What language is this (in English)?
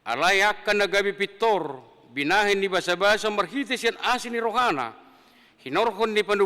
Batak Toba